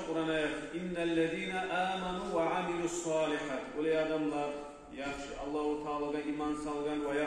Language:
Kumyk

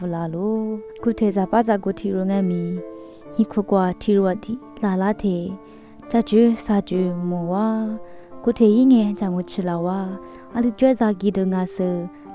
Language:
Lisu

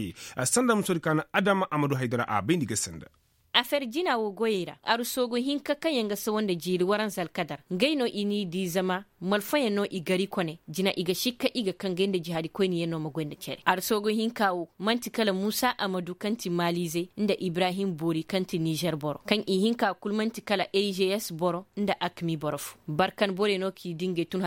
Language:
Koyraboro Senni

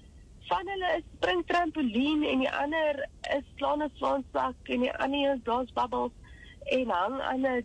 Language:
Afrikaans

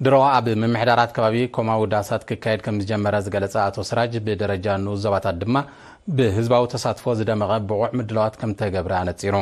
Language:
Tigrinya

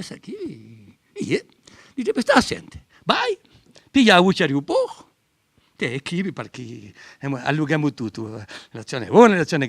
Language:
Corsican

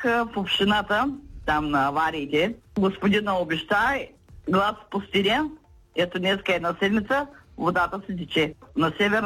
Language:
Bulgarian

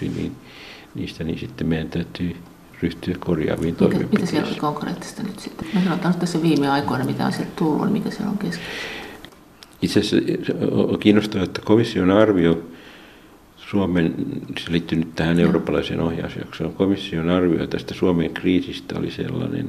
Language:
Finnish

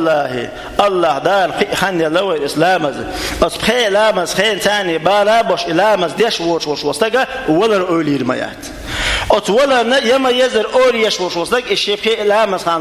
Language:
Chechen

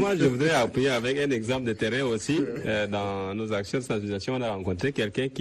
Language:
French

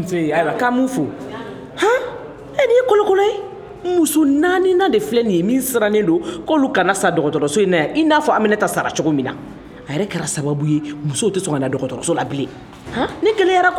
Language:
Bambara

